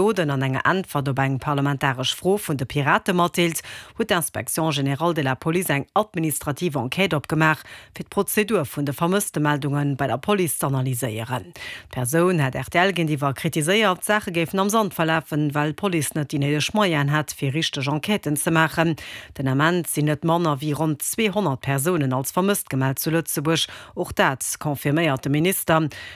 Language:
Luxembourgish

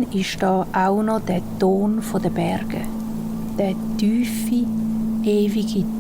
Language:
Swiss German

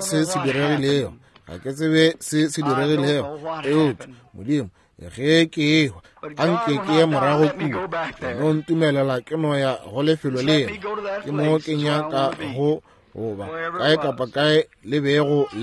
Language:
Northern Sotho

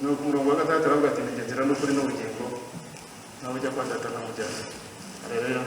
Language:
Kinyarwanda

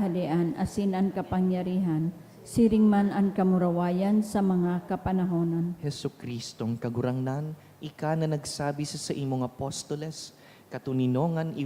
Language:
Bikol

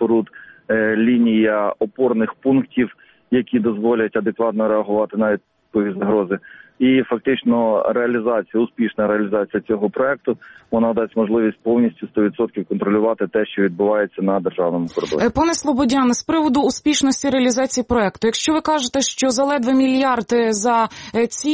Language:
Ukrainian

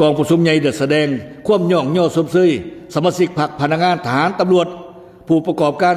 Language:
Lao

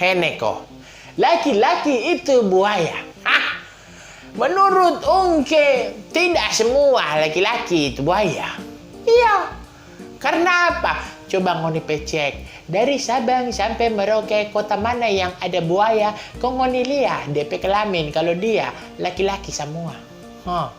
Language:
Manado Malay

